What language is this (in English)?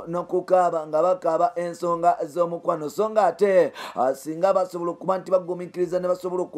Ganda